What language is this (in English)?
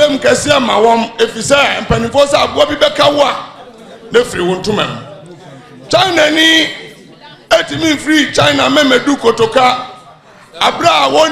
Akan